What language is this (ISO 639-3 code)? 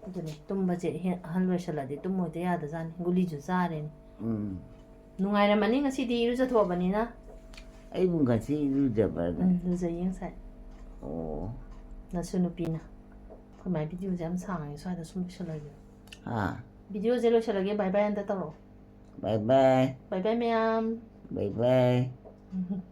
mni